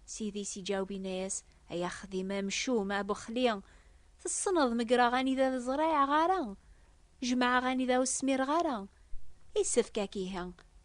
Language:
Kabyle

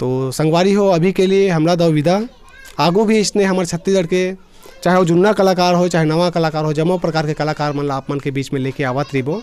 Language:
Chhattisgarhi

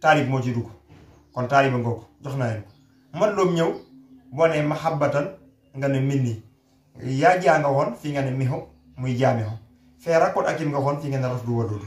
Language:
Wolof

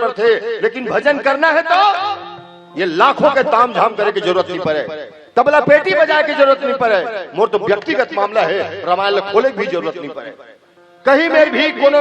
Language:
Chhattisgarhi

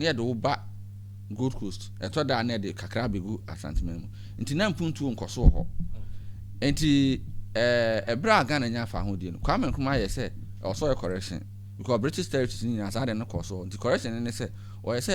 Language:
Akan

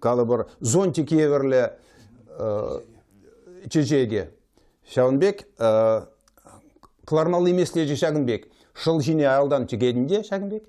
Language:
Chuvash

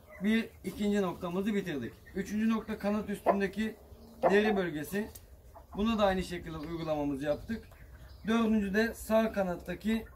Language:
Turkish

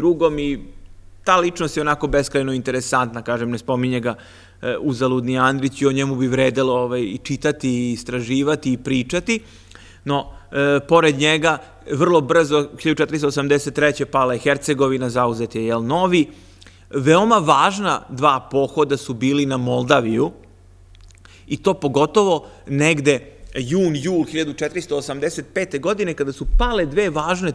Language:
Serbian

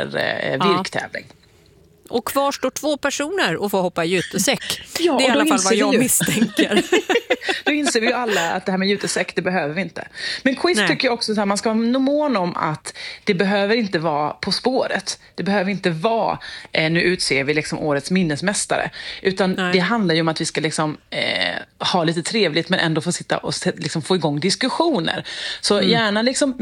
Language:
Swedish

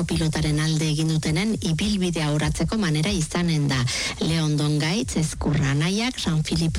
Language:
Basque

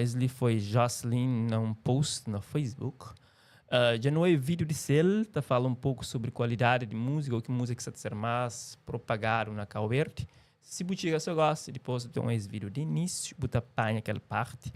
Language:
Kabuverdianu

